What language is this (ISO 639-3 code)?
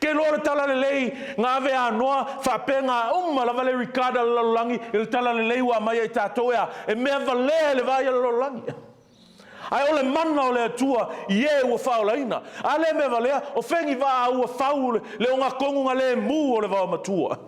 smo